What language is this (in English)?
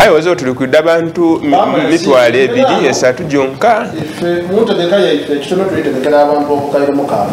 Soga